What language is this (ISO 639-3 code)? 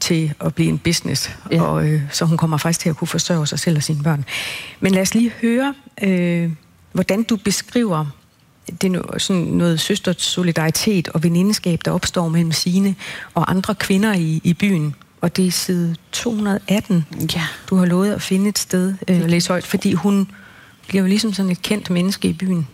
dan